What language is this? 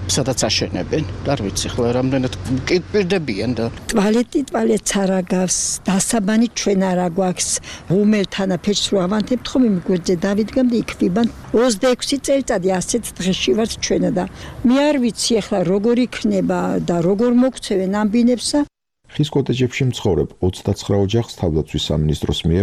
Georgian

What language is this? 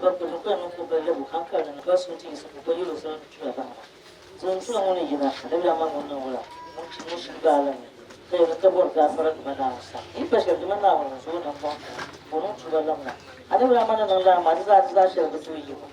Dagbani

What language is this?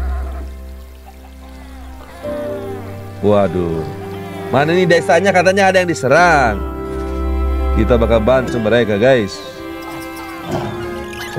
Indonesian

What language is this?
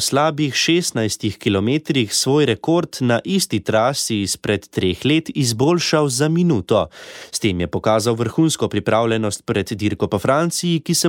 Slovenian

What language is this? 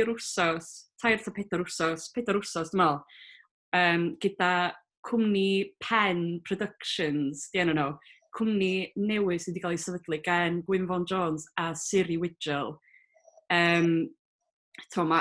Welsh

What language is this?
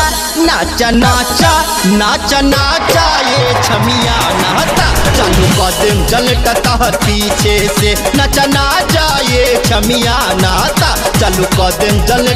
Bhojpuri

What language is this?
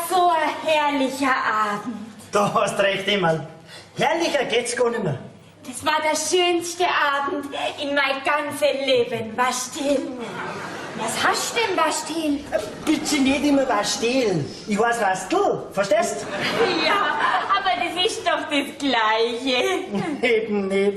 Bavarian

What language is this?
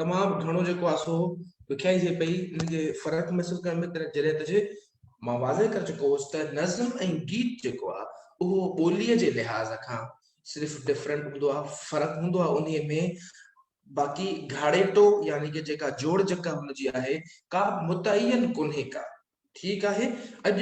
Sindhi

